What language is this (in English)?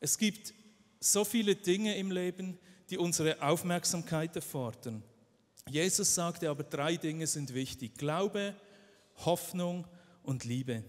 Swiss German